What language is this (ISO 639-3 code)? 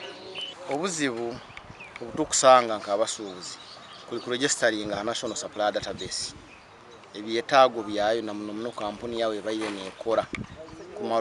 nyn